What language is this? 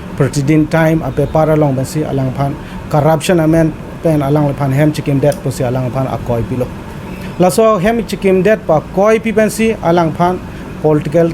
Karbi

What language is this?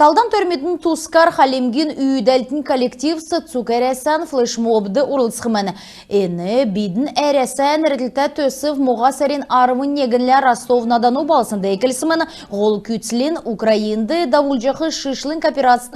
Kalmyk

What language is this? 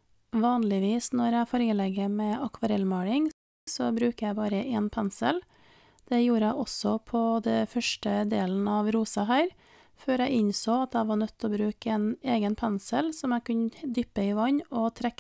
Norwegian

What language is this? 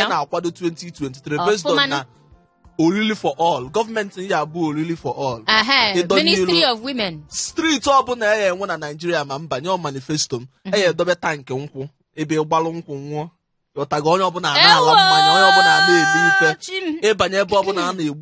Igbo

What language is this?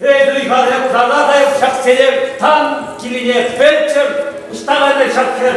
Chuvash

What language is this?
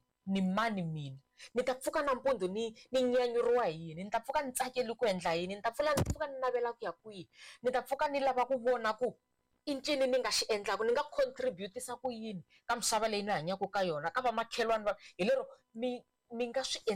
Tsonga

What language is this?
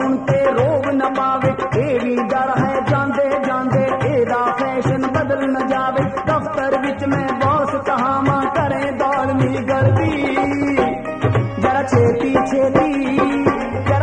Punjabi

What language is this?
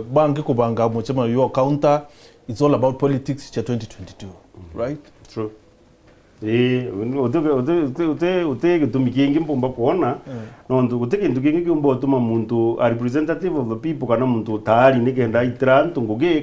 Meru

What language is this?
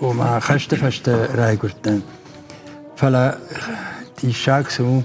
Ossetic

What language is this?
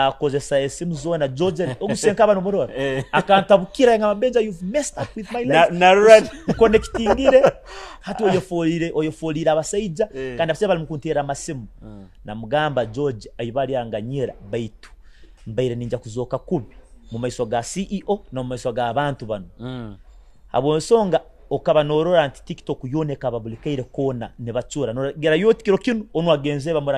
Nyoro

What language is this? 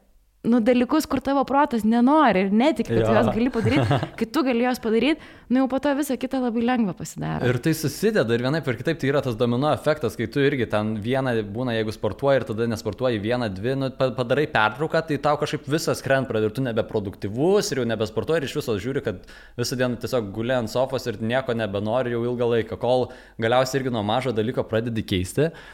Lithuanian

